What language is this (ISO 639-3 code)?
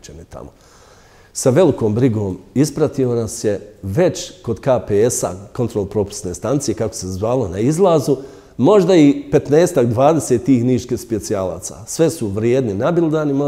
bos